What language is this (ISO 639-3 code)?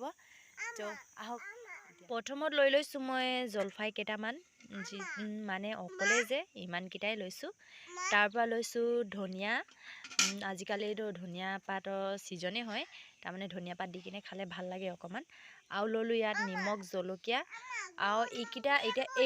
asm